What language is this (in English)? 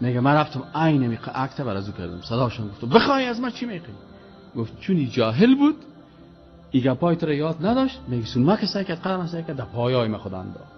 Persian